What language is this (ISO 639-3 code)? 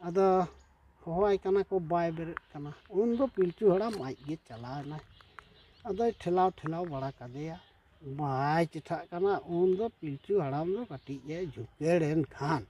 sat